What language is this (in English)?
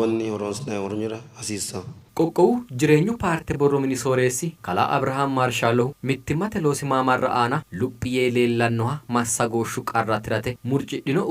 Sidamo